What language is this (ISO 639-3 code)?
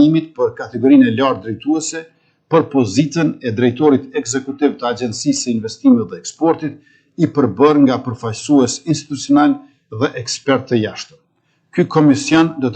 sqi